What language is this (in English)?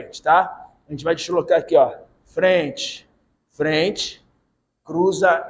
Portuguese